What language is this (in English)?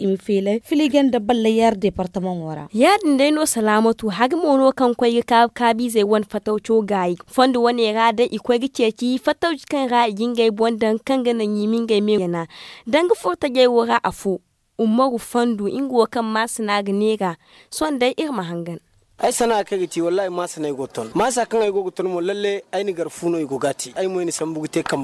Zarma